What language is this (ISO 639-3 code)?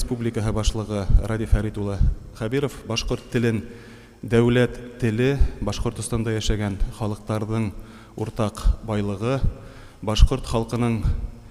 bak